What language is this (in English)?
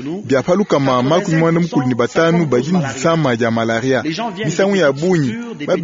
Luba-Lulua